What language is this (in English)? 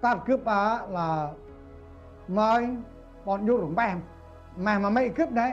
Central Mnong